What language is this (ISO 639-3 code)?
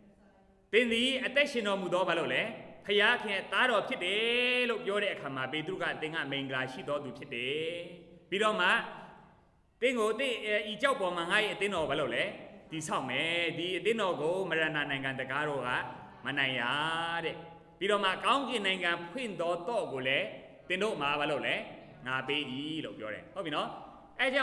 mya